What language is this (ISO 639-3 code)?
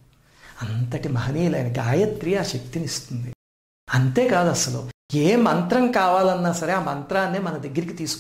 tel